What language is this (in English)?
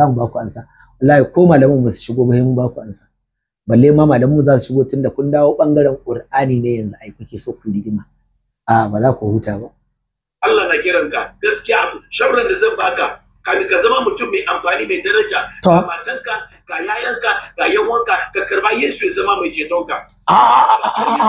Hausa